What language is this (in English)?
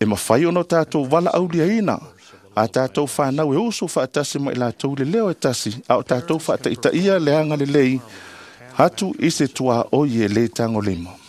Samoan